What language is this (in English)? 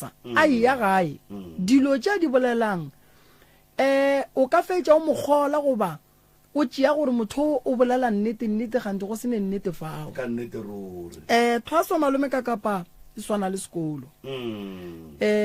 Northern Sotho